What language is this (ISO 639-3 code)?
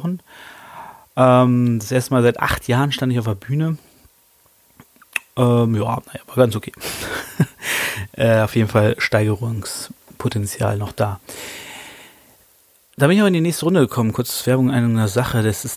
deu